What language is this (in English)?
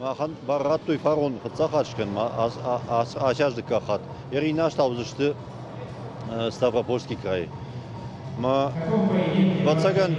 Ossetic